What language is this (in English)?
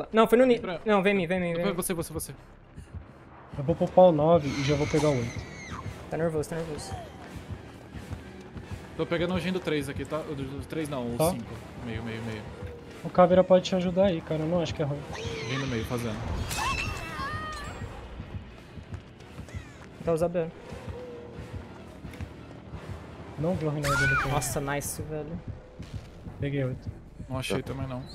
Portuguese